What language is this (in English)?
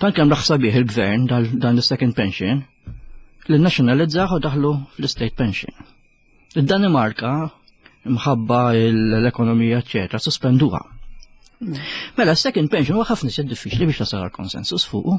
Maltese